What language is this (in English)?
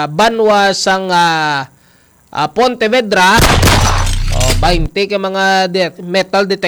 Hiligaynon